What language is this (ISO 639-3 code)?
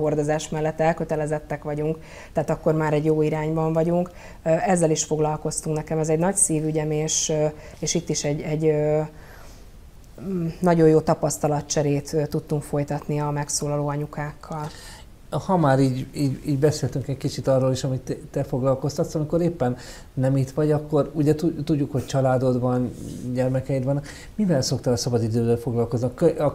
hun